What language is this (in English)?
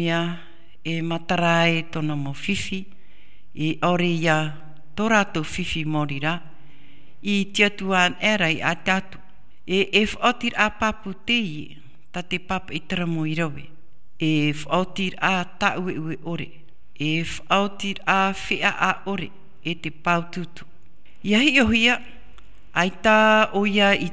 Tahitian